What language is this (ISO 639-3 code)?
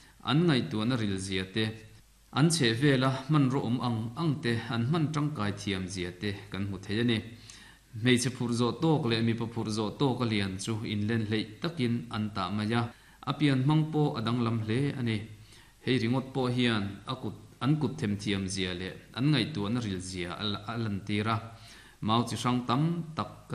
lus